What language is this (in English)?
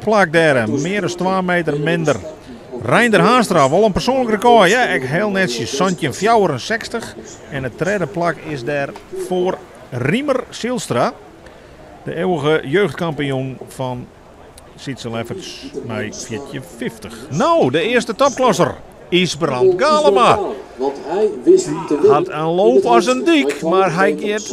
Western Frisian